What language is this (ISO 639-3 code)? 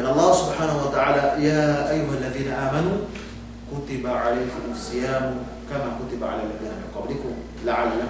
yka